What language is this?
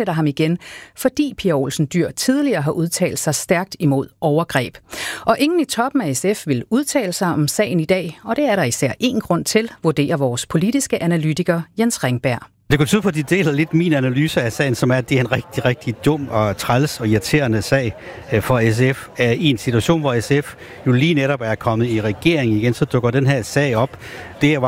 Danish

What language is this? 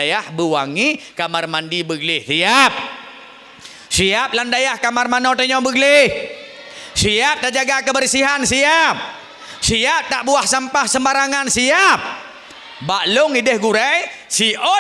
Achinese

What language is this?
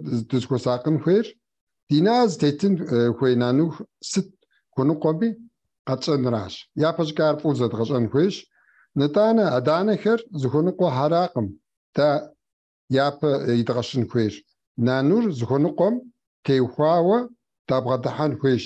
Kabardian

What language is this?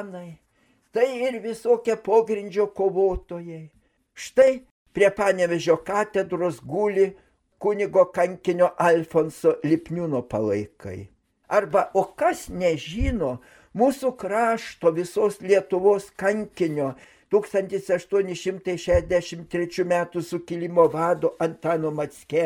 Lithuanian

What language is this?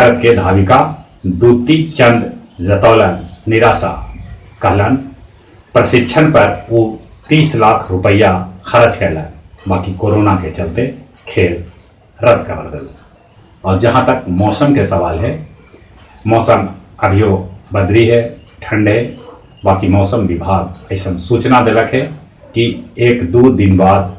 Magahi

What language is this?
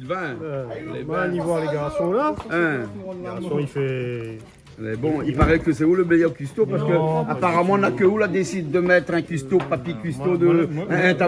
Réunion Creole French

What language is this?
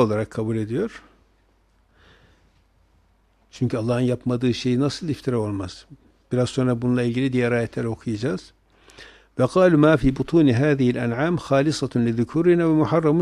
Turkish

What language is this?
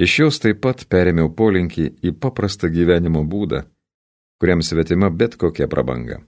Lithuanian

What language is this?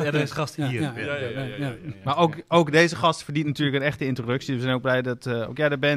Dutch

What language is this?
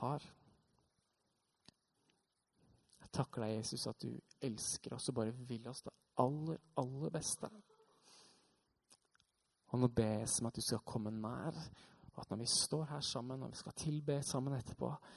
Norwegian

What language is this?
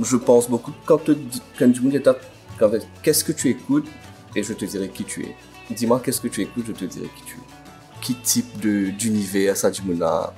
Morisyen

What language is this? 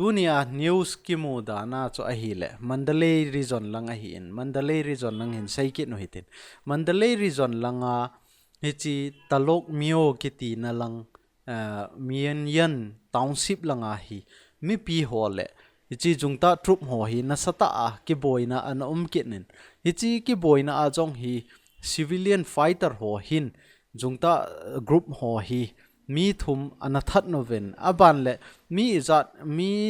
Thado Chin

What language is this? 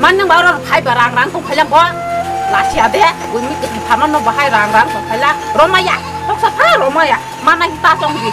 Kok Borok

